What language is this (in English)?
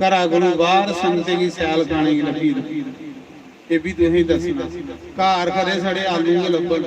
Dogri